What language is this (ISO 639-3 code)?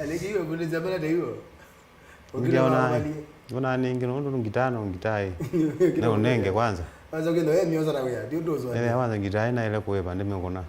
kam